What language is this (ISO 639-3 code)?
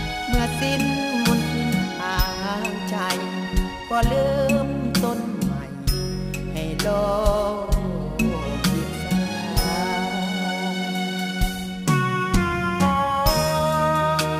tha